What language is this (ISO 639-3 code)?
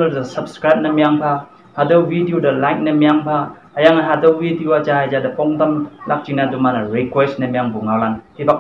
nbe